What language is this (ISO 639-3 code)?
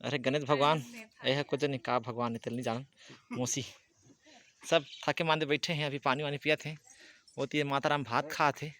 hne